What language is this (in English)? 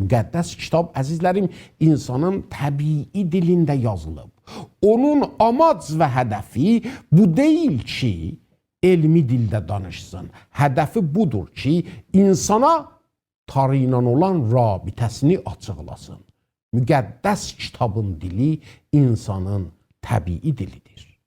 South Azerbaijani